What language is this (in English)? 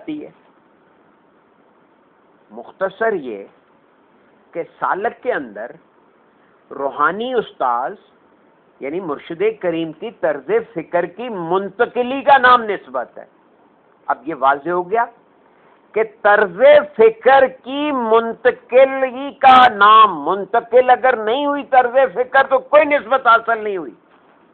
Urdu